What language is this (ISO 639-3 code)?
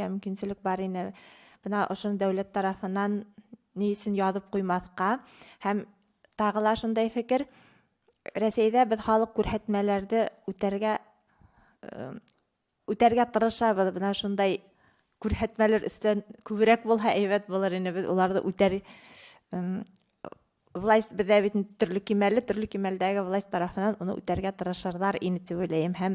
bak